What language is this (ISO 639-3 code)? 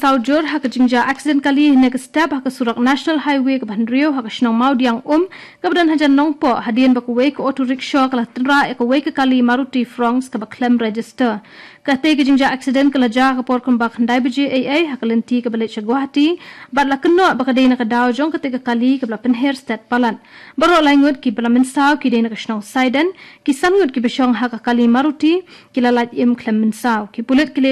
kha